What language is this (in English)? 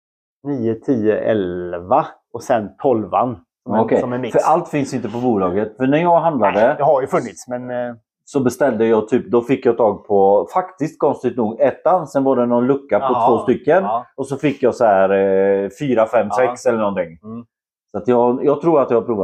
Swedish